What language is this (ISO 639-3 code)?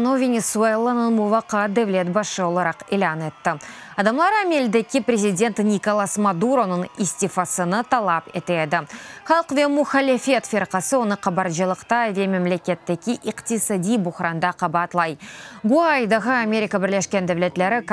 crh